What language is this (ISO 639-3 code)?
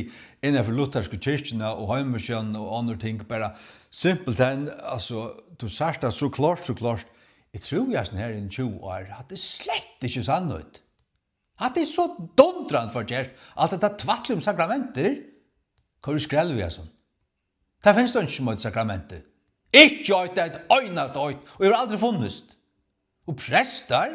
fao